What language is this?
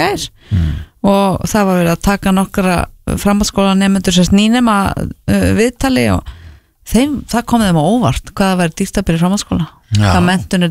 Icelandic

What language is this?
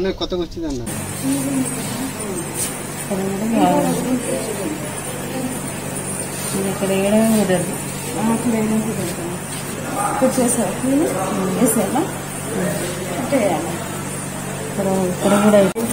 Telugu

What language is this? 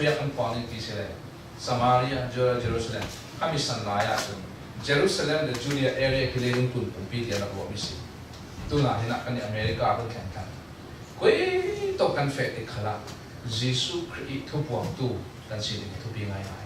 Falam Chin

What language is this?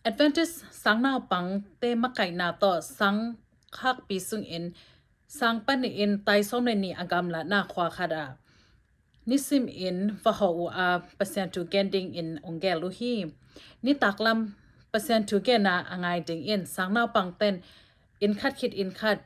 Tedim Chin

